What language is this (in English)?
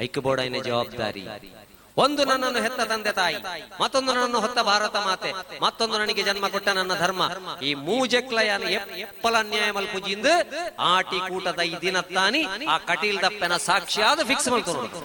Tulu